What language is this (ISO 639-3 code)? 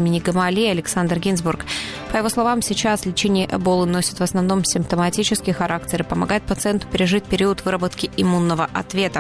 rus